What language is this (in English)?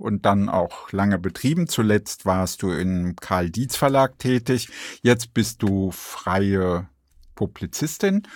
German